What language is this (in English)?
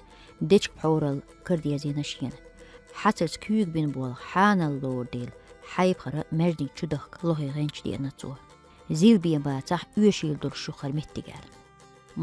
Chechen